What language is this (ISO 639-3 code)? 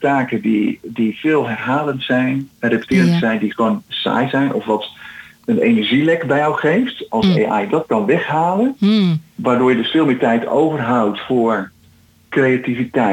nld